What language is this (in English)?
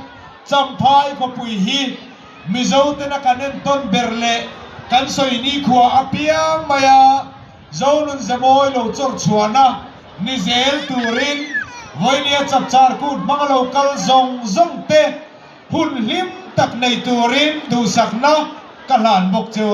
Mizo